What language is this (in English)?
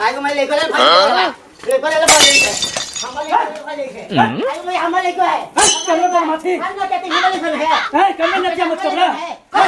Magahi